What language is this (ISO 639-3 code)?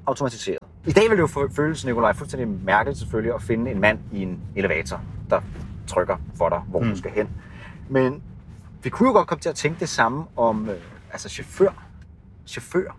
dan